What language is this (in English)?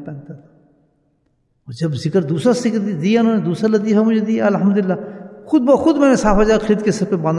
Urdu